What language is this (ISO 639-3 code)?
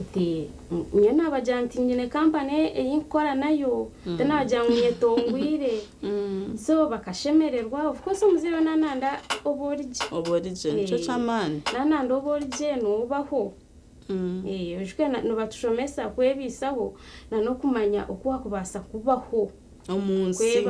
nyn